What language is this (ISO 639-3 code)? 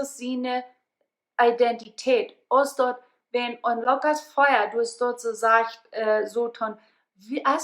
pdt